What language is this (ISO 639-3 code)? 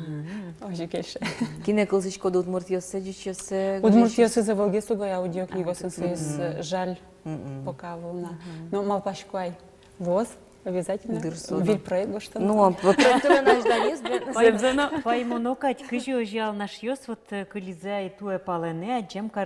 udm